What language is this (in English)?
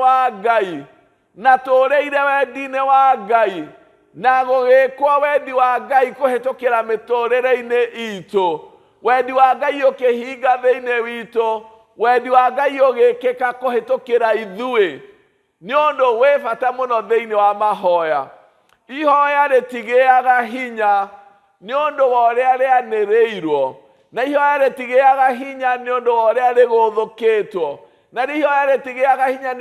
Kikuyu